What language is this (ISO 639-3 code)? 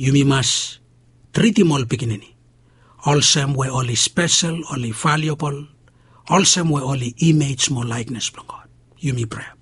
bis